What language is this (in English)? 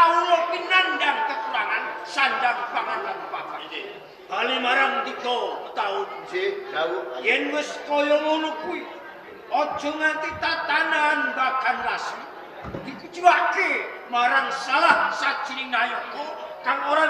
Javanese